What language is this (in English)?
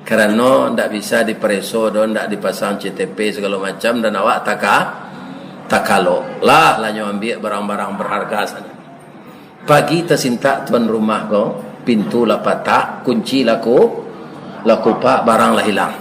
Minangkabau